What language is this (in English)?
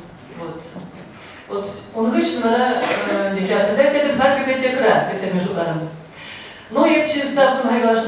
Chuvash